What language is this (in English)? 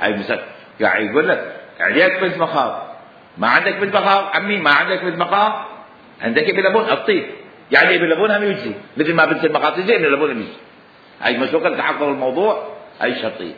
Mesopotamian Arabic